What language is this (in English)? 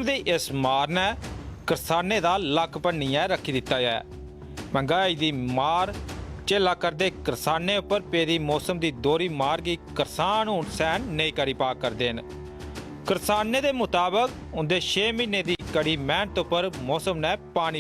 Dogri